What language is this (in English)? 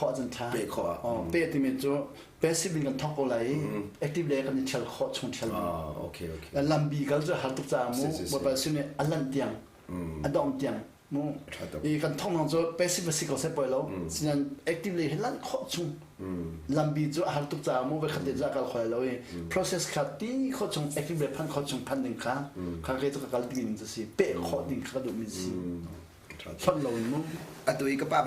Hakha Chin